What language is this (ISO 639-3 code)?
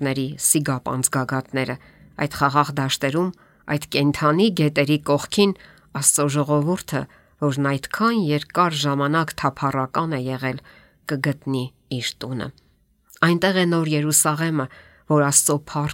hye